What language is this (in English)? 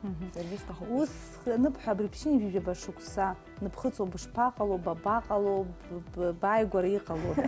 Abkhazian